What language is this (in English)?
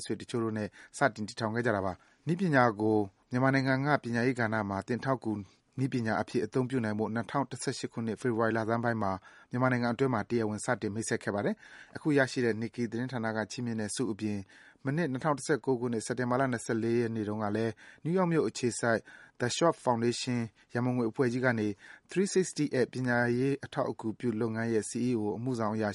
Burmese